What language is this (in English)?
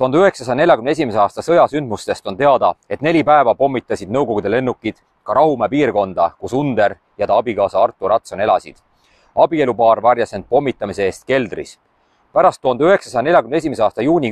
Estonian